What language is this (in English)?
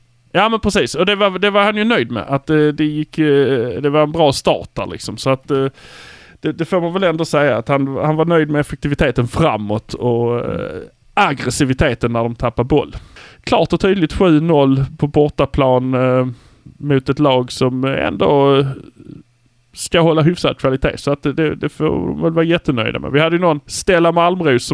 Swedish